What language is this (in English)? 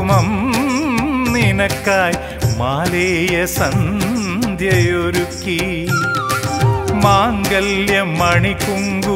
Malayalam